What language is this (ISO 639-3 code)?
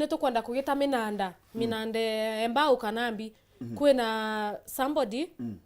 mer